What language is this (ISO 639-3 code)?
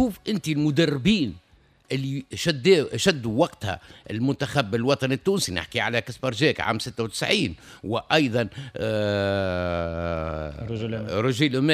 aeb